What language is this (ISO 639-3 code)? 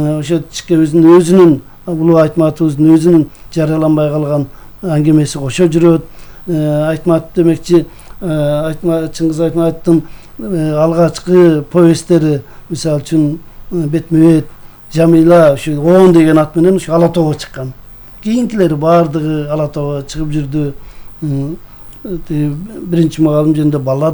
kir